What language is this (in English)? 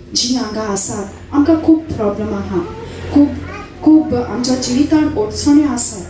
Konkani